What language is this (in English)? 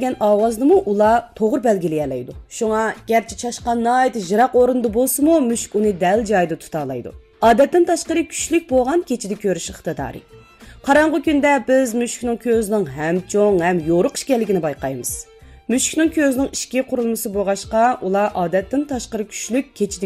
Uyghur